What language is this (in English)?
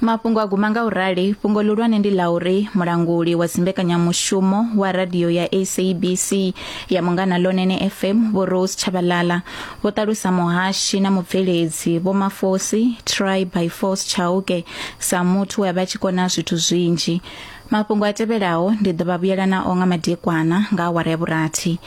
Venda